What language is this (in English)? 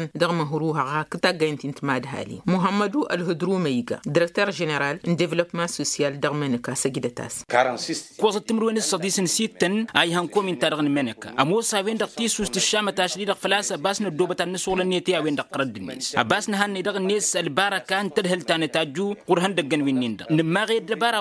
Tamasheq